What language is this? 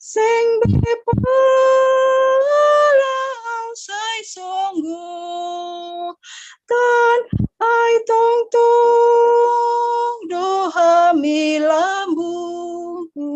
Batak Simalungun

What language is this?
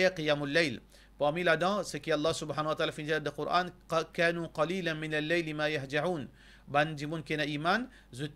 Morisyen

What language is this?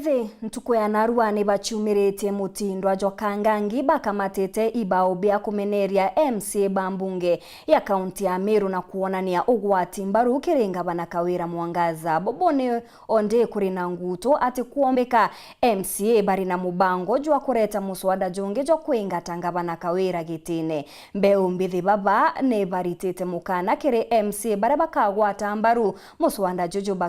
Meru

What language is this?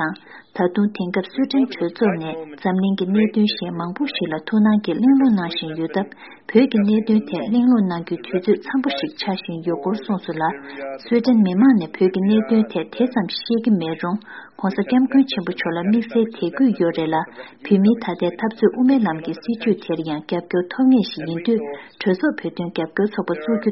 Tibetan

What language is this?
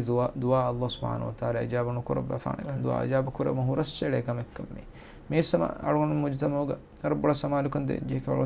Divehi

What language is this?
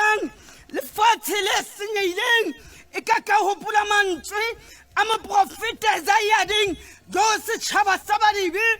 Southern Sotho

